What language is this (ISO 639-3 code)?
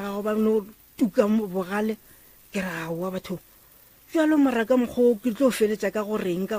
nso